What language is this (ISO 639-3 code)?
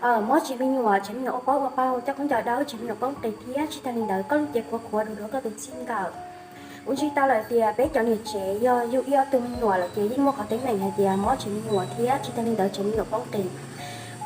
hmn